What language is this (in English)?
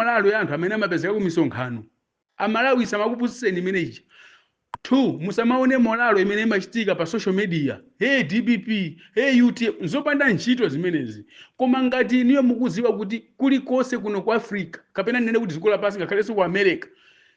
Nyanja